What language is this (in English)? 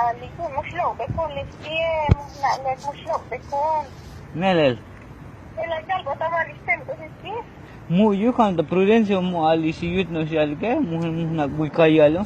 Tzotzil